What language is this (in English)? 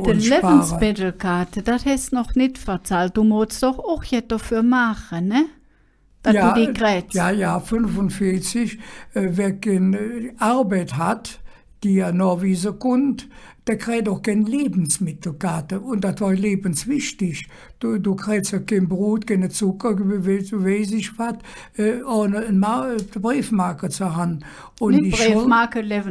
Colognian